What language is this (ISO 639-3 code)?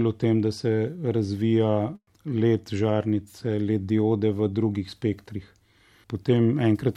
slv